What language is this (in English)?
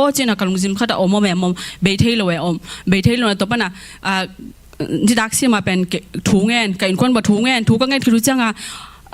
Tedim Chin